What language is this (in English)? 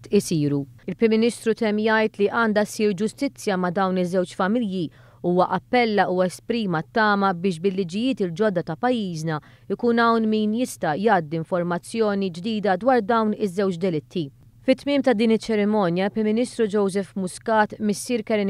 Maltese